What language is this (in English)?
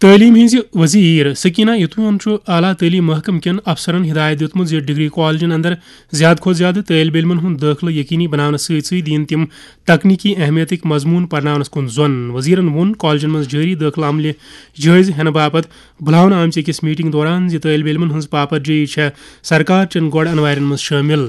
Kashmiri